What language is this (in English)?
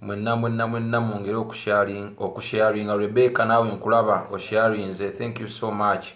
Ganda